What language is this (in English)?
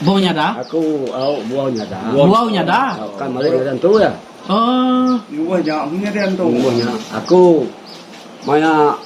Iban